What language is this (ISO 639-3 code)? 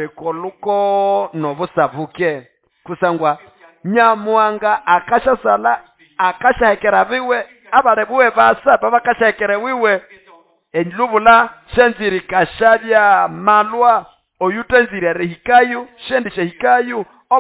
nnb